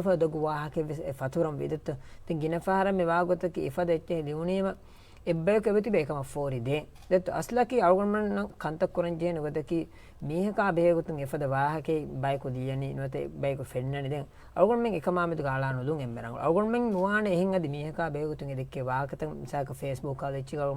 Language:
Divehi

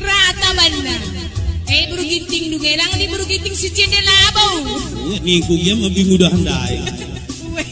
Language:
Batak Karo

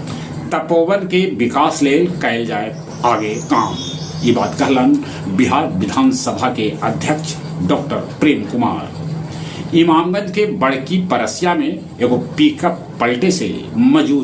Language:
Magahi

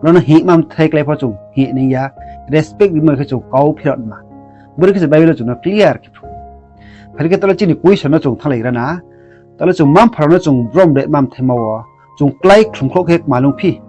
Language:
Riang (India)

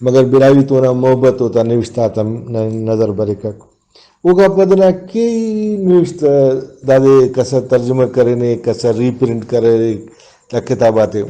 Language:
Brahui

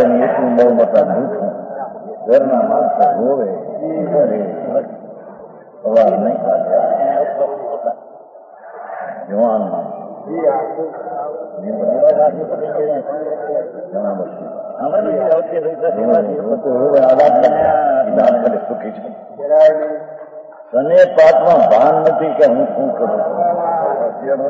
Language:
Gujarati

